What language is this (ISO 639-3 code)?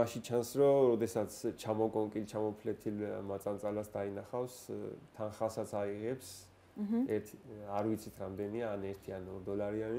kat